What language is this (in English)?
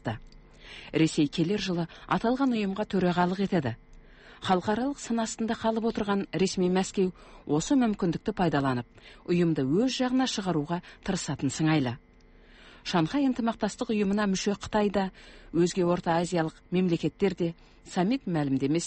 Kazakh